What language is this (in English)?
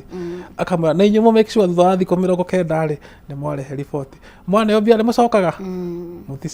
Kikuyu